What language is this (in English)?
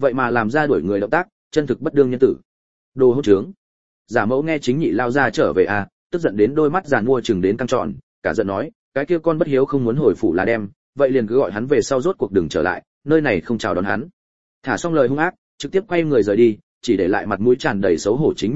Vietnamese